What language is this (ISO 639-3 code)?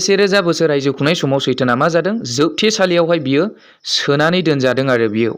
brx